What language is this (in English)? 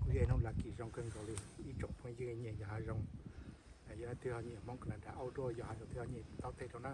Hmong